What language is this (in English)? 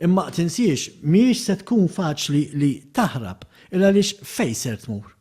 Maltese